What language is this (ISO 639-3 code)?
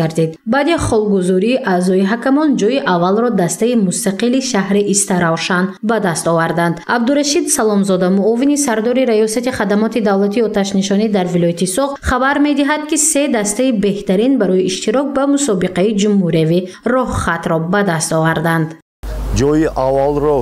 tgk